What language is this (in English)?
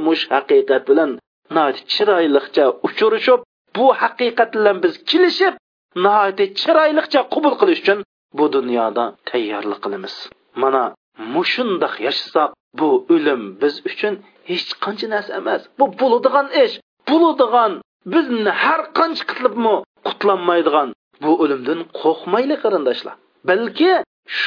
Uyghur